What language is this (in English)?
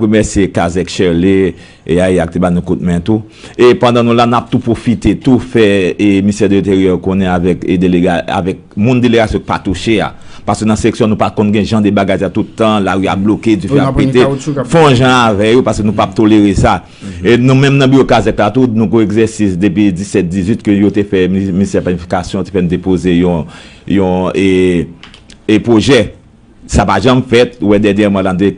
Haitian Creole